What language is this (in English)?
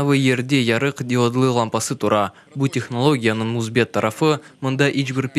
Crimean Tatar